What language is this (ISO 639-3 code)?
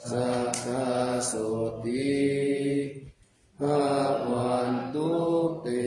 pli